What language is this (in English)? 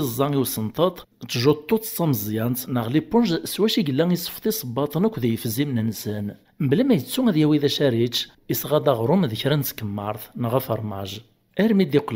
Kabyle